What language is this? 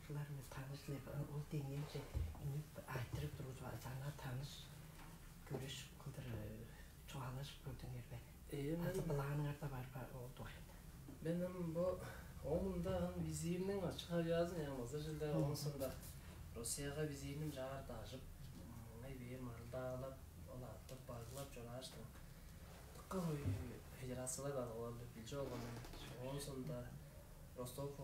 Tuvinian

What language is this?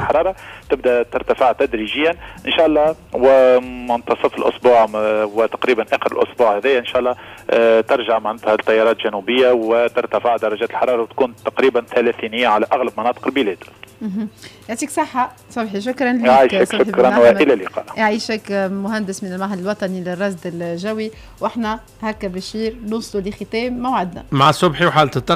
Tunisian Arabic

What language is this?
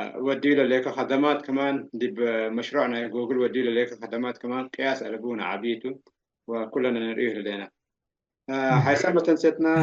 Tigre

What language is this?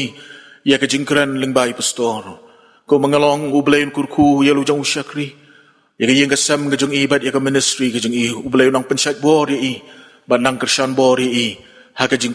Khasi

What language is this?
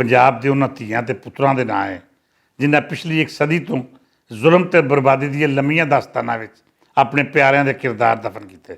Western Panjabi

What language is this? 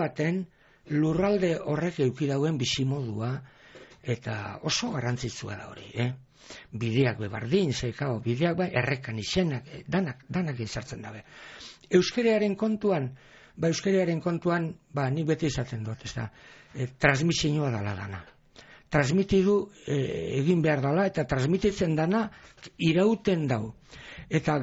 Basque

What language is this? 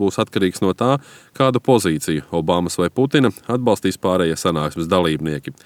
Latvian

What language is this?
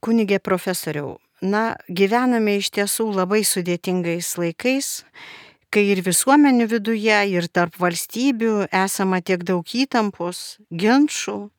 Lithuanian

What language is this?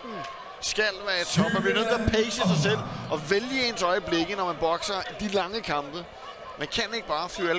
Danish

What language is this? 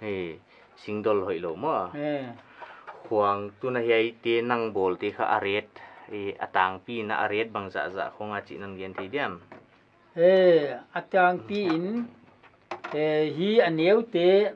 Paite Chin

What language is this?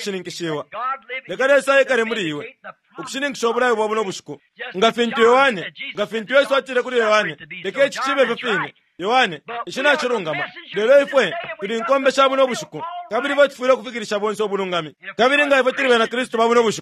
Bemba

